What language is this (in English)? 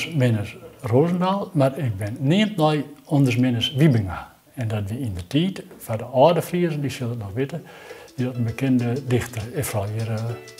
Western Frisian